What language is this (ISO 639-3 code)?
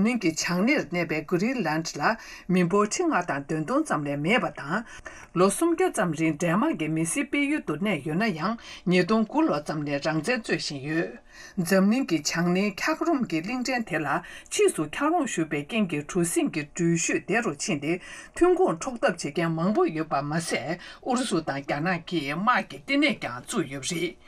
bod